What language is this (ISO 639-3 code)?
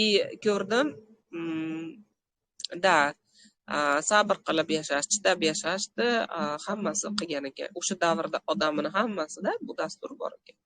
uzb